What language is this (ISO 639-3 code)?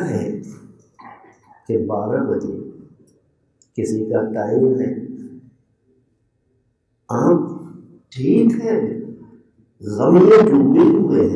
urd